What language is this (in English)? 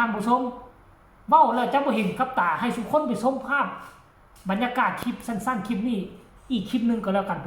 Northeastern Thai